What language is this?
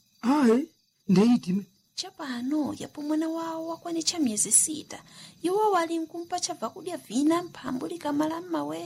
Nyanja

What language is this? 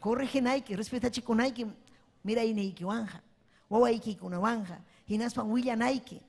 Ayacucho Quechua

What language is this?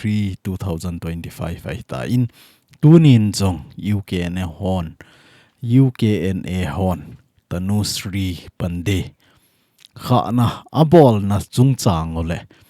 Thado Chin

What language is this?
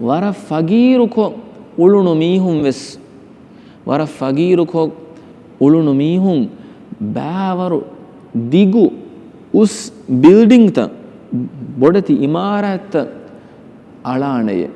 Divehi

